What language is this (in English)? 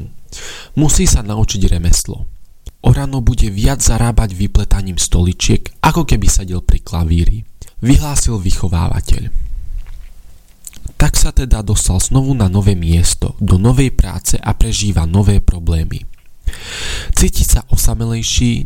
Slovak